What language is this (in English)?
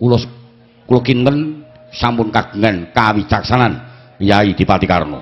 Javanese